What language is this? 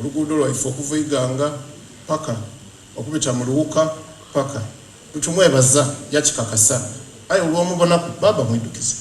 Soga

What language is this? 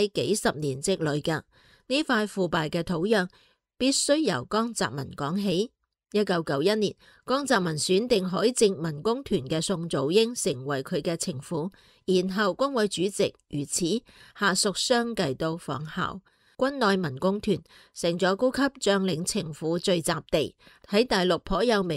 Cantonese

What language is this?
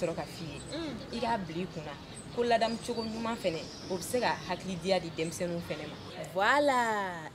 Bambara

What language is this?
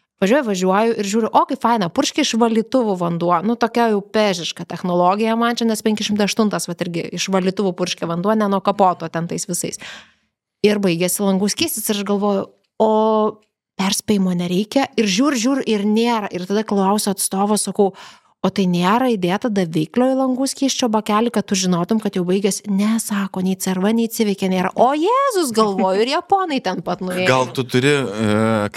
Lithuanian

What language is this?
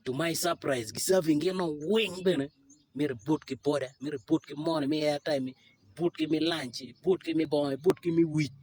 Acoli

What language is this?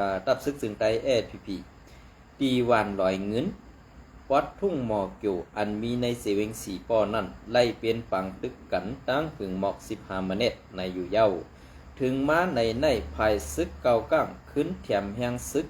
Shan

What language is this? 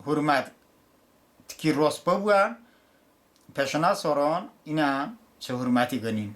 Talysh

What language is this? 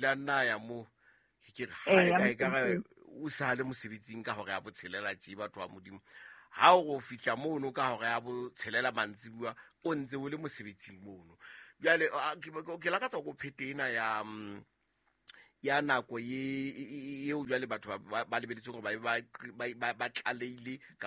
Southern Sotho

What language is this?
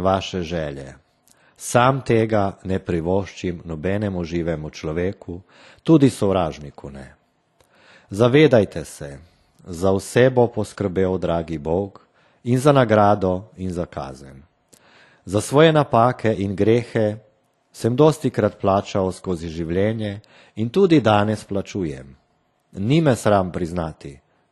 Slovenian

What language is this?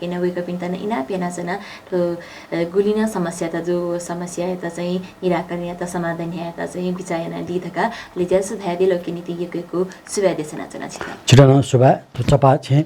Newari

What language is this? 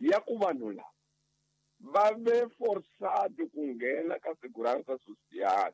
Tsonga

